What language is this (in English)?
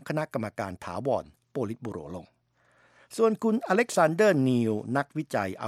Thai